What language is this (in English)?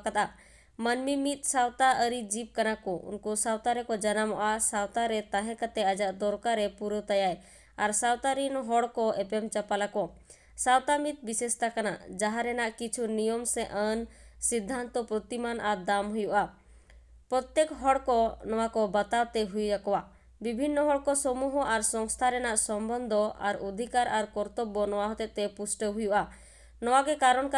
Santali